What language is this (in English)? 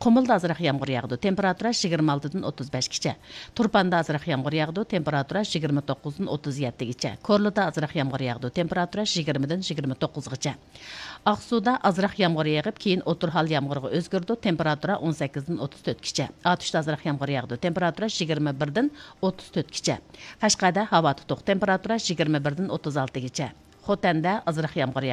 Uyghur